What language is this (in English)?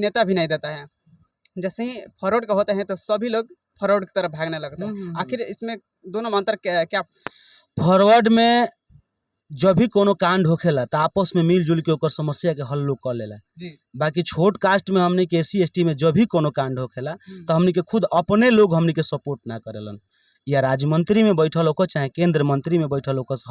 Bhojpuri